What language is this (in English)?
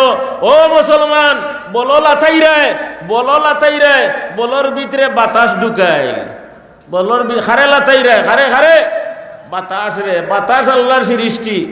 Sylheti